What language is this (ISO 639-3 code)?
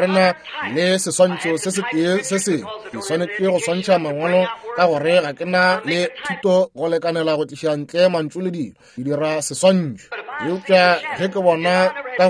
nso